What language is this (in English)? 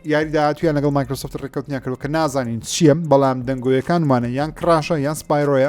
Central Kurdish